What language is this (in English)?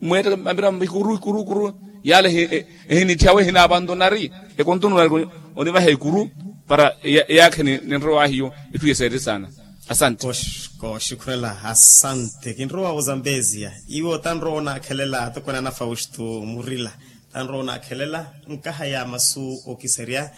Makhuwa